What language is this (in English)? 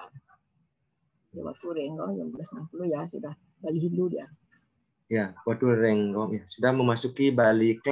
Indonesian